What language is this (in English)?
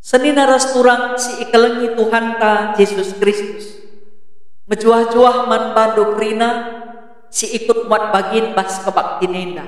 Batak Karo